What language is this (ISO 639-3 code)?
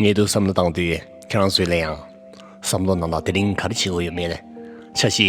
bod